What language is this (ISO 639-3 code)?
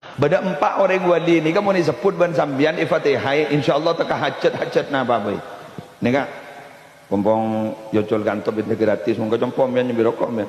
mad